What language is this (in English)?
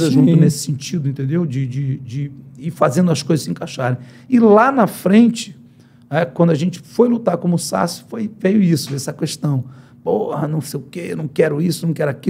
Portuguese